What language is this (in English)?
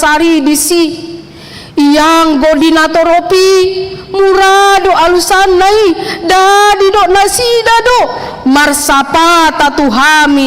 Batak Toba